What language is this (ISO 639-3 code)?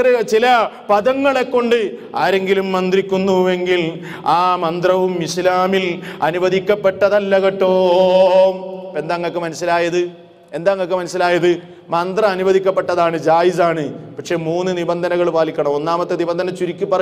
mal